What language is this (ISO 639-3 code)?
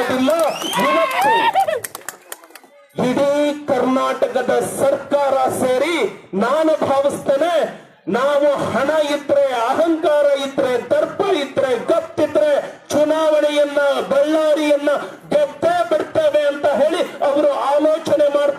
kan